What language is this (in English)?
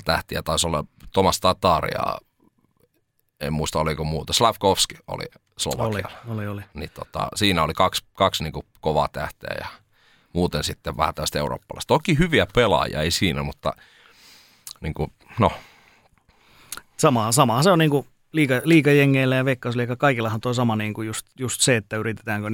Finnish